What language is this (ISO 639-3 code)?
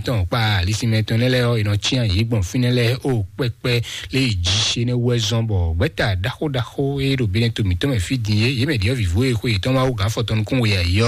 fon